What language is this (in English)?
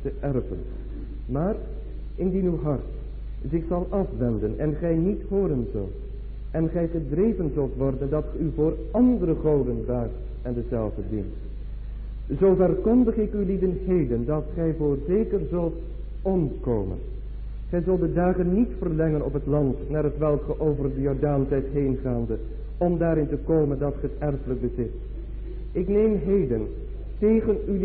Dutch